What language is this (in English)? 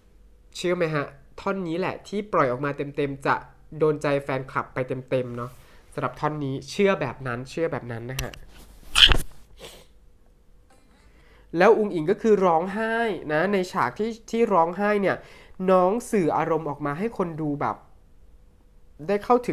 Thai